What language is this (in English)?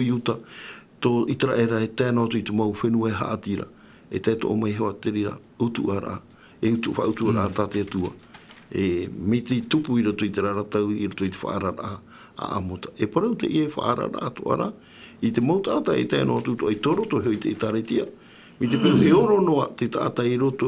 Tahitian